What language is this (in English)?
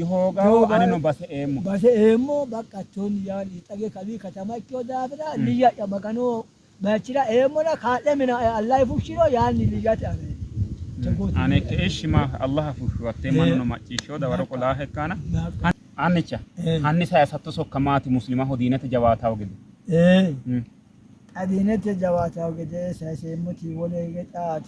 Sidamo